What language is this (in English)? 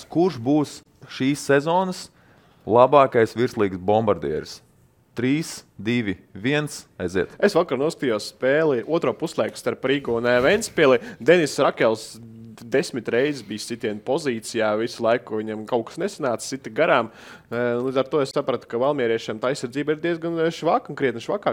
Latvian